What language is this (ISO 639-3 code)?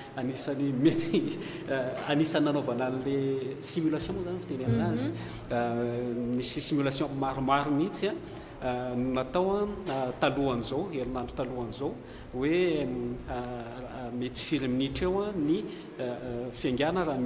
mlg